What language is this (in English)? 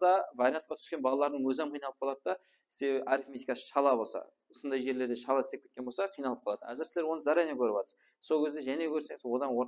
Kara-Kalpak